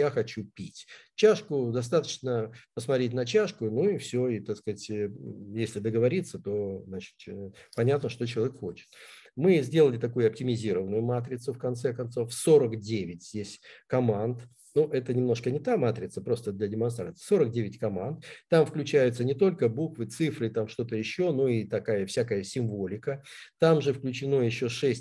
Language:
Russian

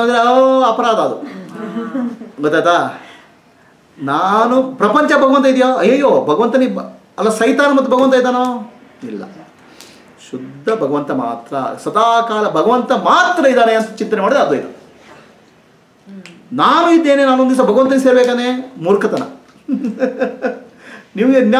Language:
Kannada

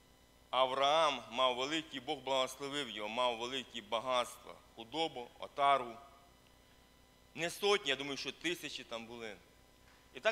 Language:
Ukrainian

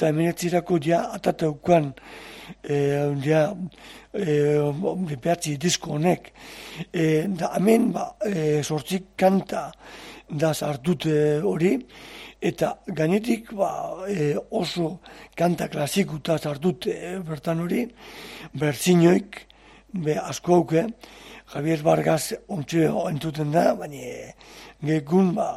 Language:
Basque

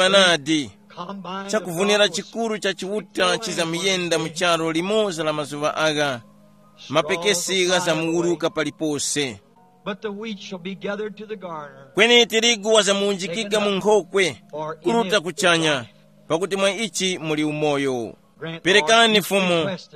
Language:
Tumbuka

